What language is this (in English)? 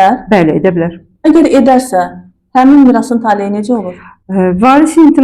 Azerbaijani